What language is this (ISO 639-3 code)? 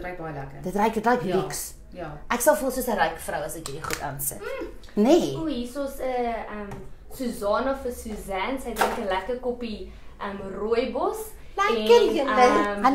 afr